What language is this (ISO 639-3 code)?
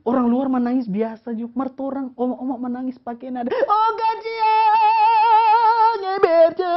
xmm